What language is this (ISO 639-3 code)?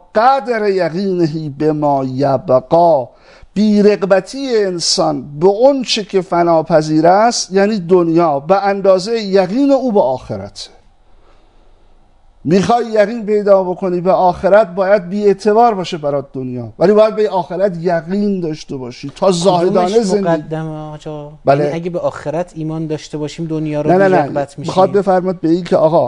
fas